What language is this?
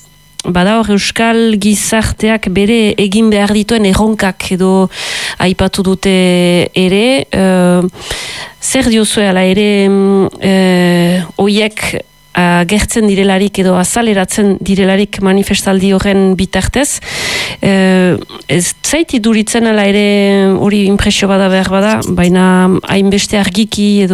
Basque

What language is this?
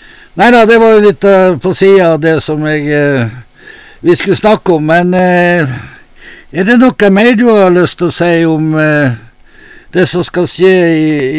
Norwegian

